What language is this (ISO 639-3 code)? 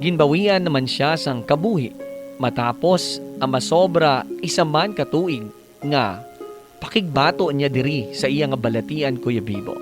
hil